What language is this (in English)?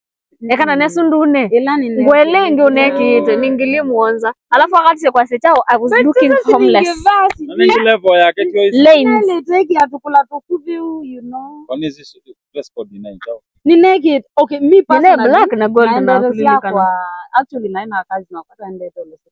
Swahili